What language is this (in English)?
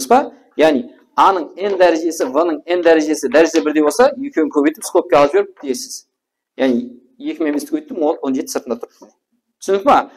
Kara-Kalpak